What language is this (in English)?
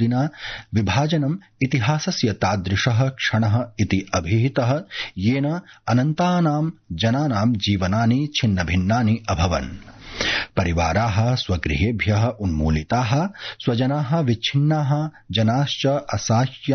Sanskrit